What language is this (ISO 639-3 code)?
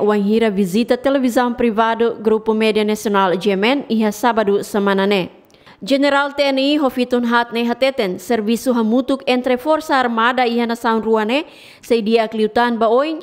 tet